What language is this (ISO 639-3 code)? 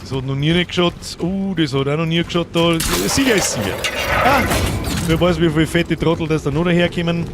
bar